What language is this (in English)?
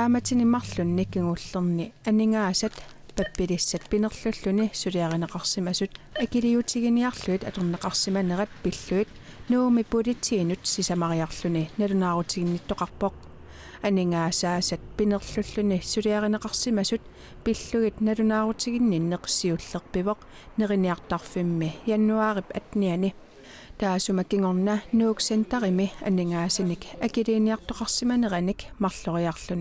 Kalaallisut